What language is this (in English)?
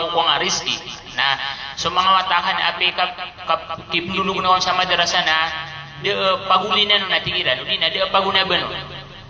Maranao